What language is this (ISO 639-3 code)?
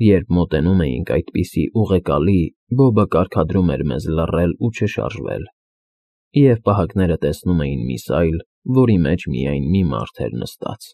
hye